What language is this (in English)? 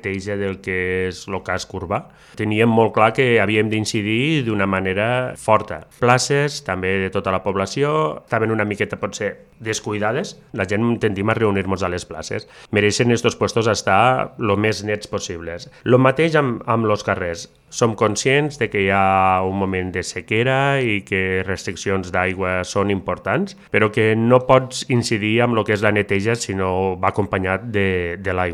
Catalan